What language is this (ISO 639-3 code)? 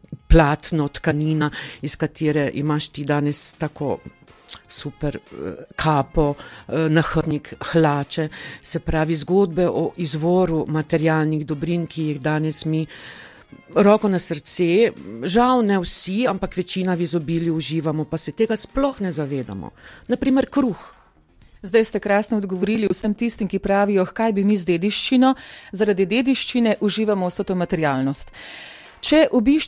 slv